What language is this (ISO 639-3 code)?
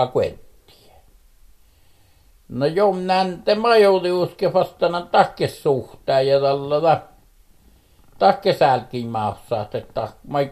fin